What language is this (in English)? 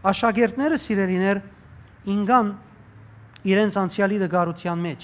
Western Armenian